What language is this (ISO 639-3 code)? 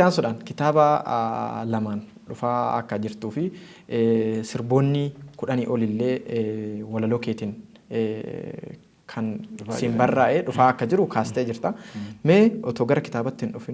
orm